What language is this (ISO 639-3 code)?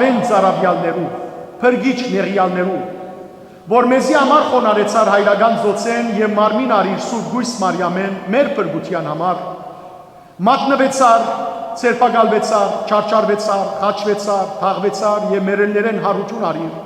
hyw